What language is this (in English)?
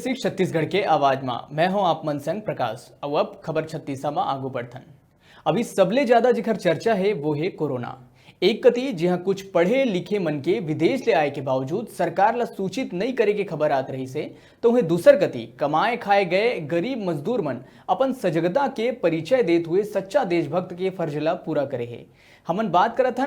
Chhattisgarhi